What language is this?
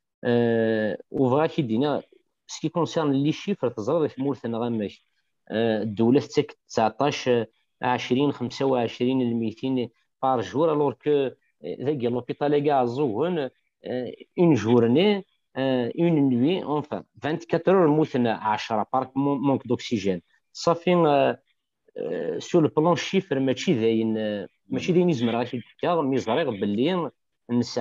Kabyle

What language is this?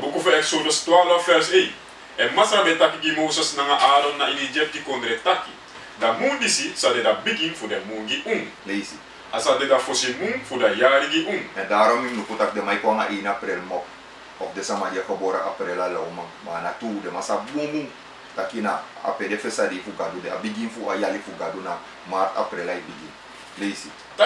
Sranan Tongo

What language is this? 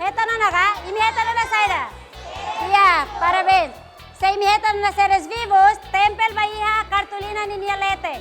Tetum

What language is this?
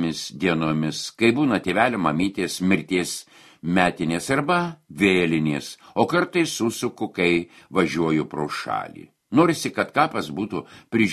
Lithuanian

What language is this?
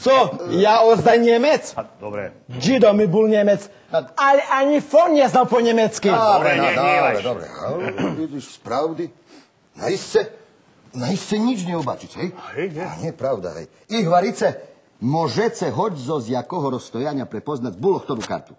Rusyn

